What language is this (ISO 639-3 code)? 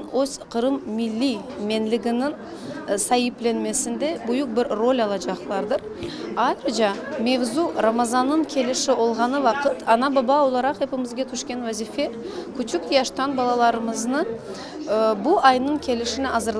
crh